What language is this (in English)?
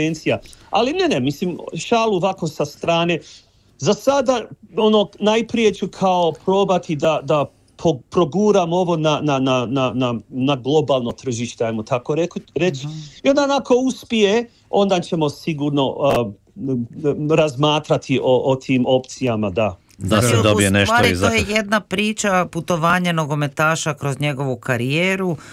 Croatian